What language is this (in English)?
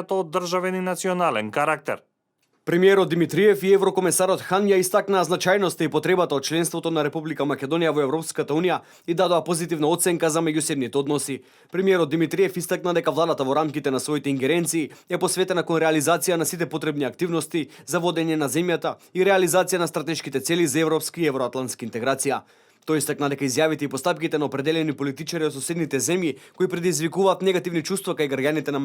Macedonian